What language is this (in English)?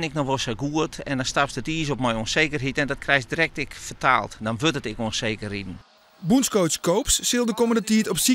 Western Frisian